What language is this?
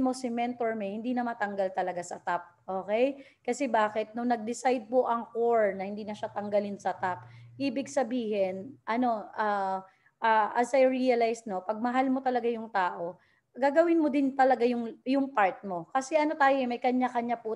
Filipino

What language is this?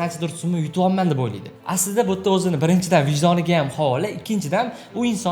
Uzbek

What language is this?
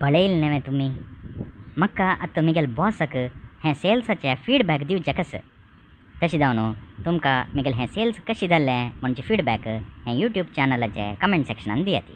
Konkani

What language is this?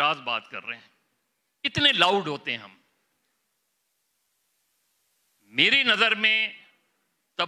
Urdu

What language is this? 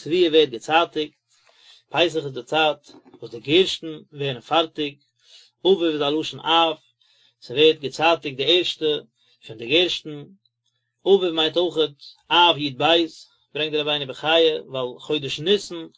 Yiddish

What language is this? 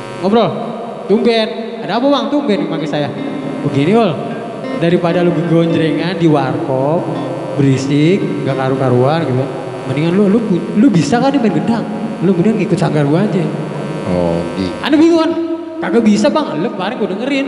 Betawi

